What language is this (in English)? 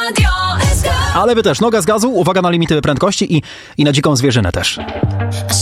Polish